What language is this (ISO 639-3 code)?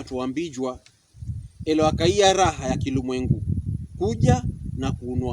pkb